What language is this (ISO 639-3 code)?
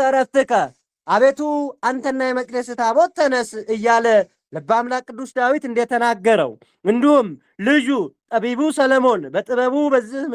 amh